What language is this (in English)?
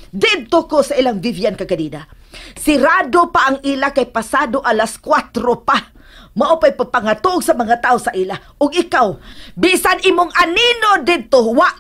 Cebuano